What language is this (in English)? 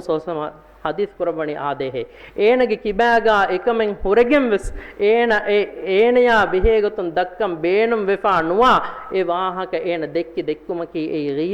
Divehi